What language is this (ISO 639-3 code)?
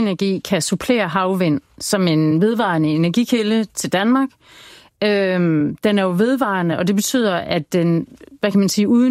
dan